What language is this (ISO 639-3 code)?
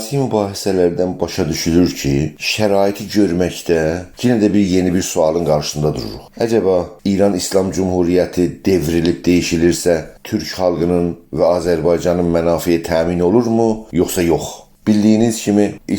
azb